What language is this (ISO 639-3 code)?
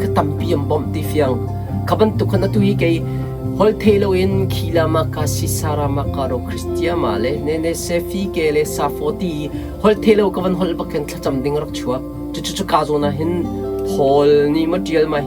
cnh